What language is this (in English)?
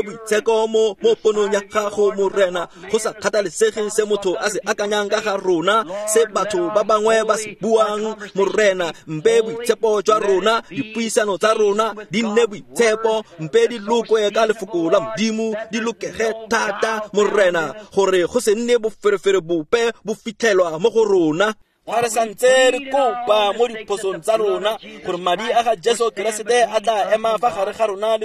Tswana